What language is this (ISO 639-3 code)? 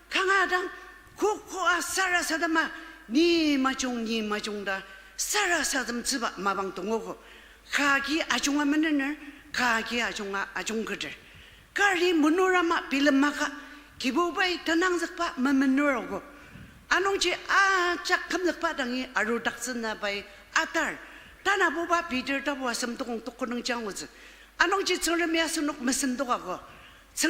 njo